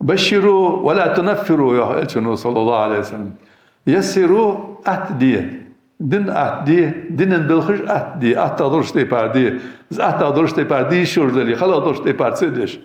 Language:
Ingush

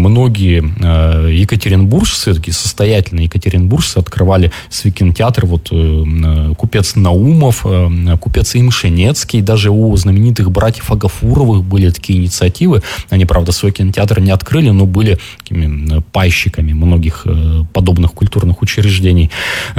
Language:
Russian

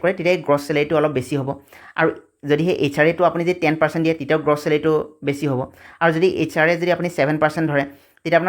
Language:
Assamese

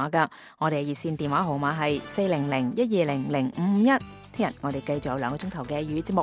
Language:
Cantonese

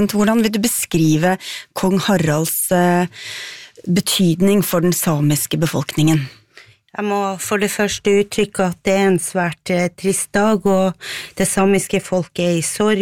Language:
Norwegian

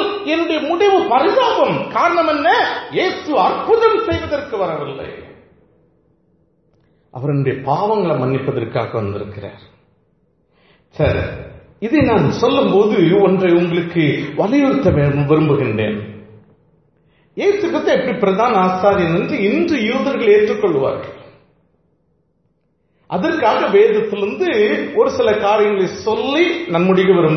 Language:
Tamil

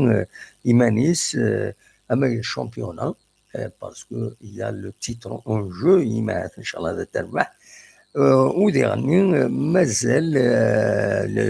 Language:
Kabyle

